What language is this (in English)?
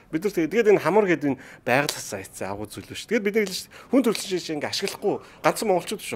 Mongolian